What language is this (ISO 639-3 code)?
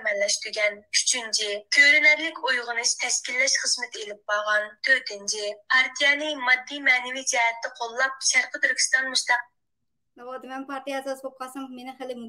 uig